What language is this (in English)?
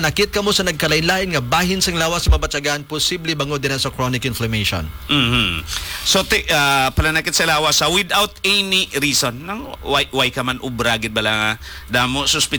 Hiligaynon